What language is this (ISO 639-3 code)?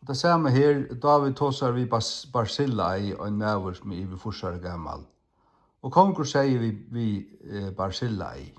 fao